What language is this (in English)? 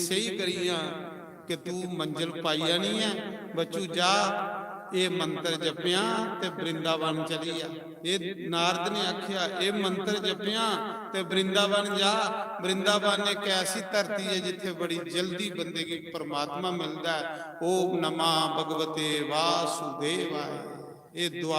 Dogri